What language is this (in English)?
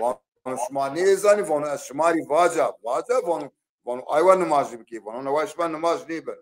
Zaza